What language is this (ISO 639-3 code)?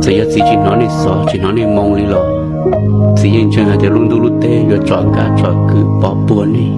hmn